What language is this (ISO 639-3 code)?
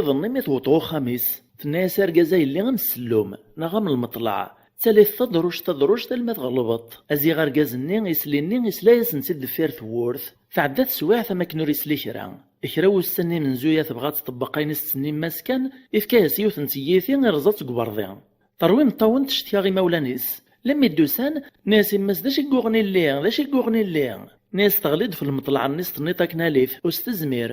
kab